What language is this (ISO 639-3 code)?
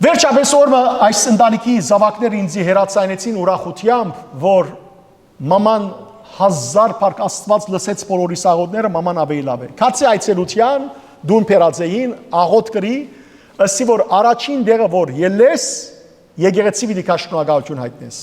hyw